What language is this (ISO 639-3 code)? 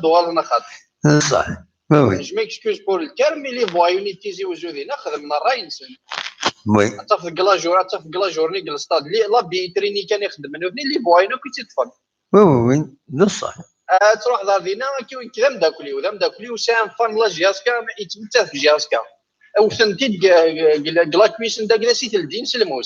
kab